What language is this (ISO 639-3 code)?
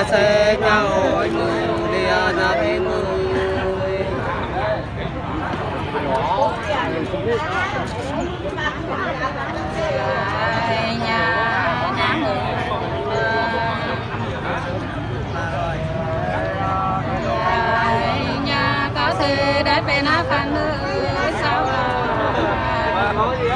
vie